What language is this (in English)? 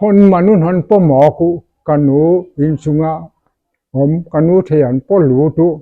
Paite Chin